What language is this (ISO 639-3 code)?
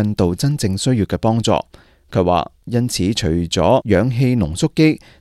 yue